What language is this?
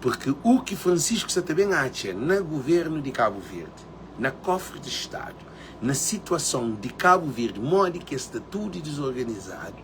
Kabuverdianu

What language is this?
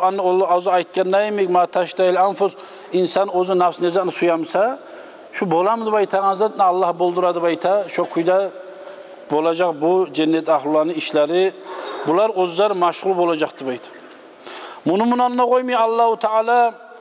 Kumyk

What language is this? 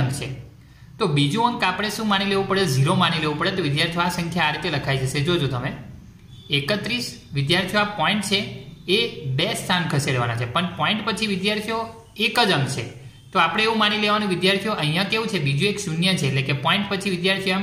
Gujarati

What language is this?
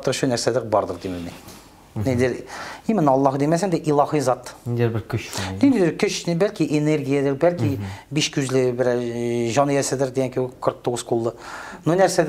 Tatar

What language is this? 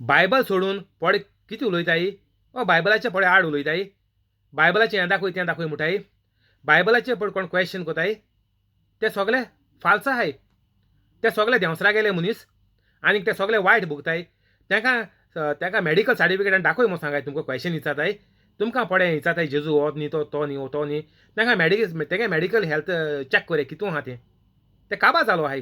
Konkani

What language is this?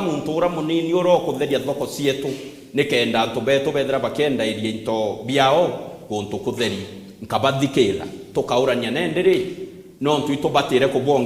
Meru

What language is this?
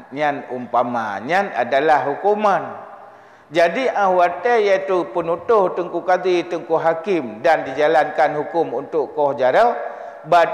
Achinese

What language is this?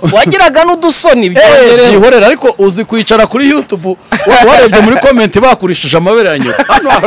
Kinyarwanda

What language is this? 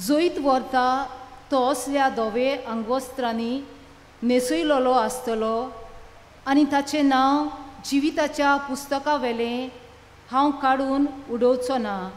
Konkani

